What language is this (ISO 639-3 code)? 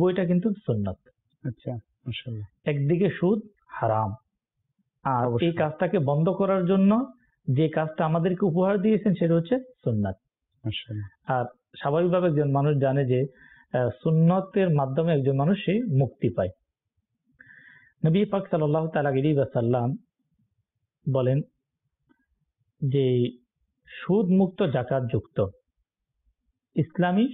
ben